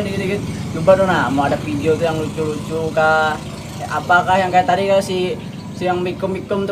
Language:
Banjar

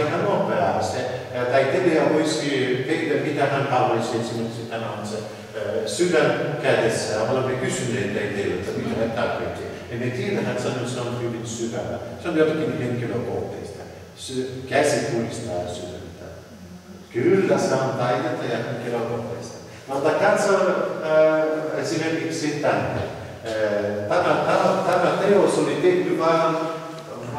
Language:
Finnish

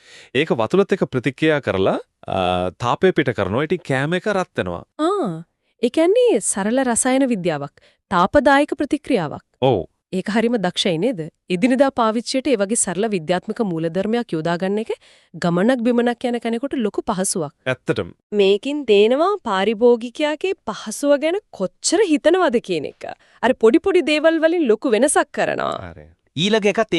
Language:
Sinhala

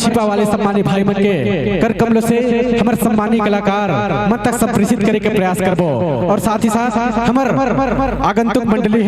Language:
Chhattisgarhi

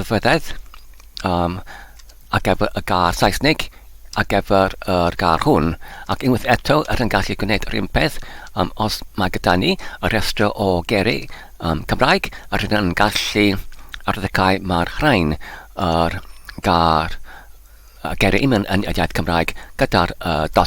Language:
Welsh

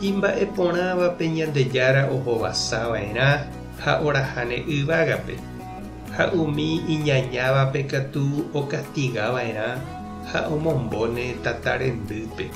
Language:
Guarani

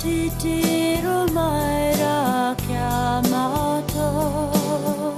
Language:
Māori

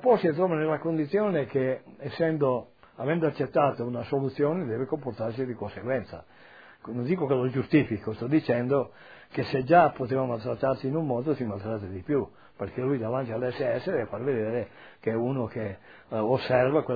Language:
Italian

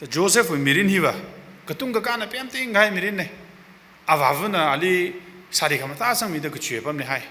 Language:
Tangkhul Naga (India)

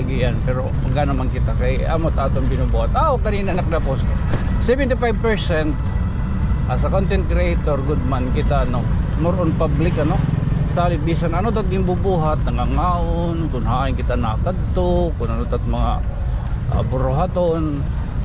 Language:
Waray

